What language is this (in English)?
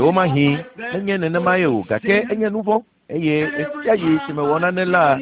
Ewe